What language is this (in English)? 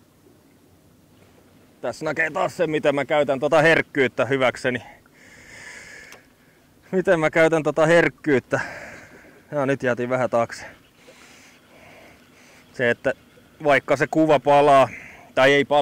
Finnish